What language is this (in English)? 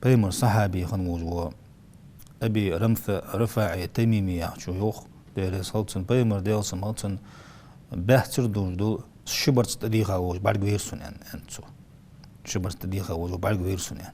Ingush